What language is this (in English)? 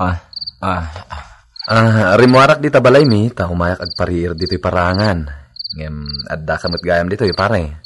Iloko